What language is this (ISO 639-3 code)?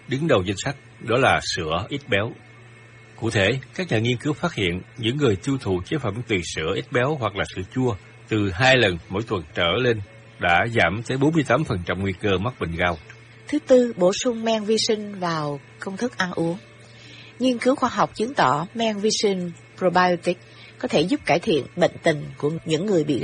vie